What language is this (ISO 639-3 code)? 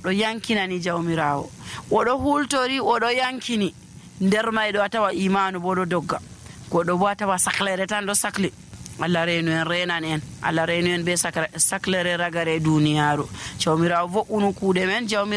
fuv